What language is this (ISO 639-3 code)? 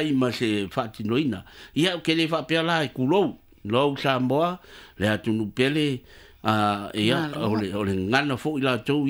smo